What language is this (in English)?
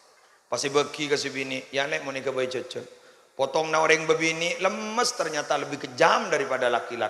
Madurese